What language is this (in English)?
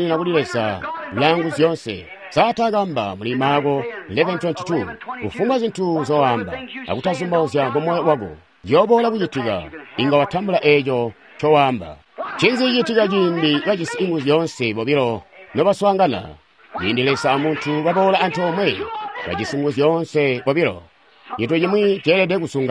Tonga (Zambia)